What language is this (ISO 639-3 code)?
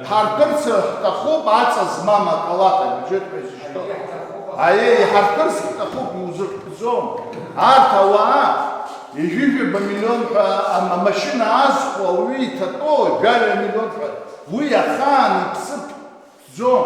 abk